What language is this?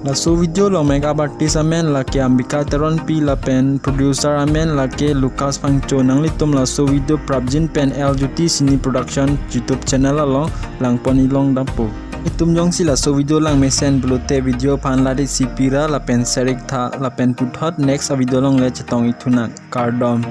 Karbi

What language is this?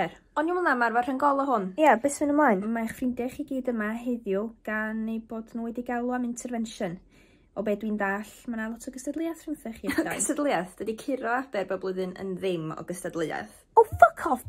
Welsh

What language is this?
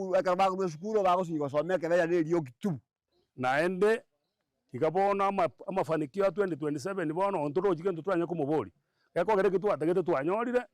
Gusii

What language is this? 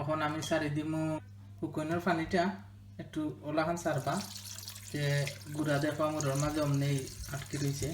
Sylheti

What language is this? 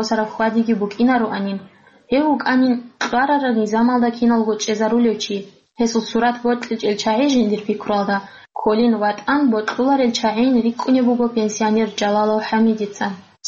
Avaric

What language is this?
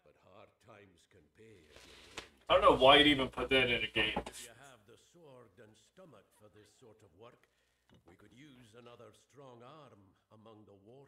English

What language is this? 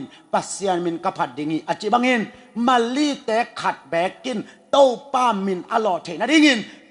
Tedim Chin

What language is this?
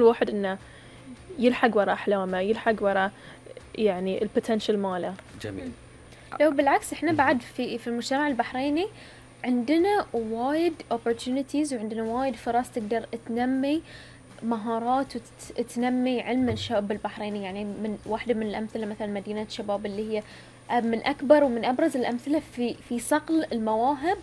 Gulf Arabic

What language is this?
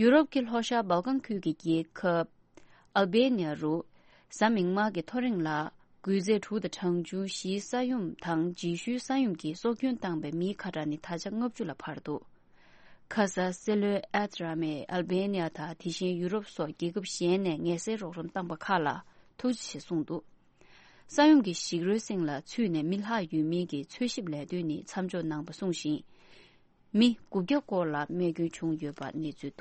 Tibetan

